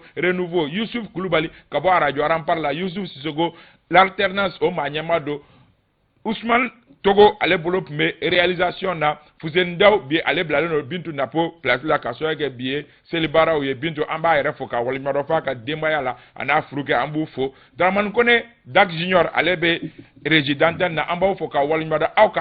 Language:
Bambara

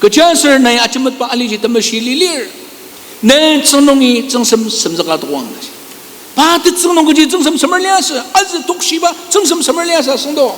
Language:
Ao Naga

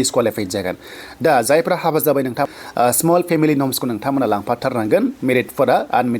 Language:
Bodo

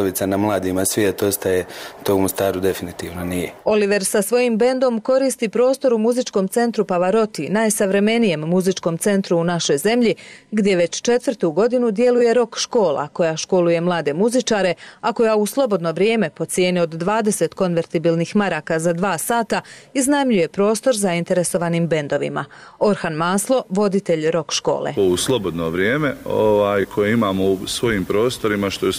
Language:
Bosnian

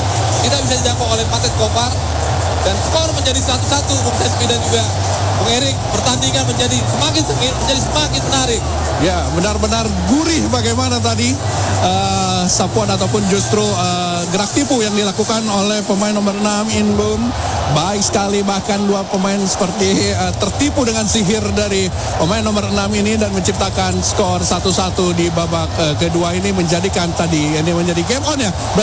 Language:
Indonesian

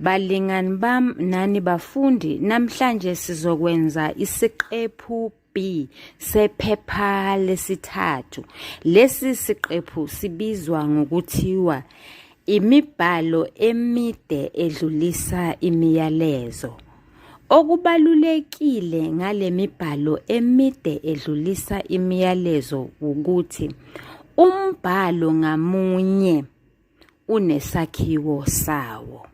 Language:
Zulu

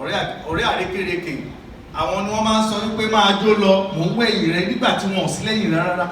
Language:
Yoruba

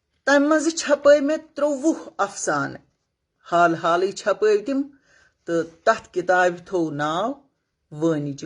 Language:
Kashmiri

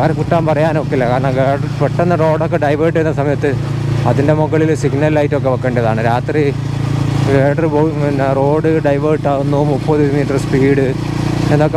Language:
Malayalam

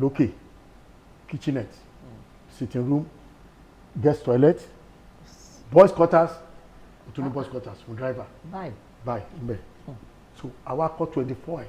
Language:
Yoruba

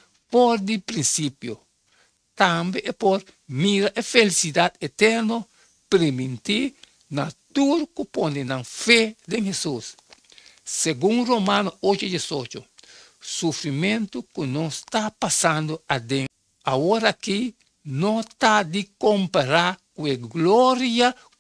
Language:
Papiamento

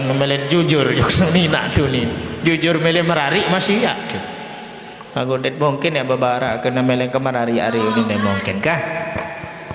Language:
Sasak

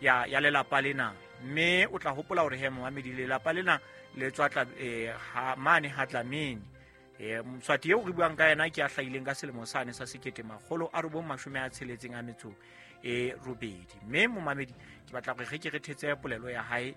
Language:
Southern Sotho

